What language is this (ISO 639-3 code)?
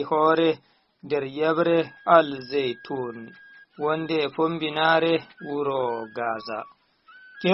ful